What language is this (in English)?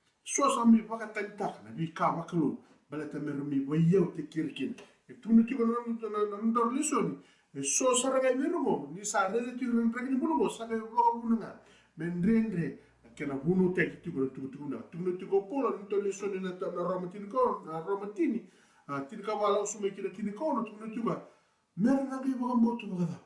Fijian